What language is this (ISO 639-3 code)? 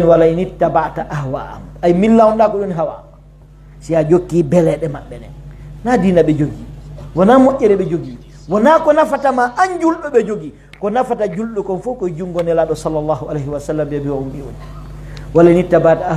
fuf